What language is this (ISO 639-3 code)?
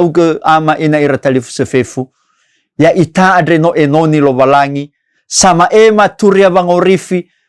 nia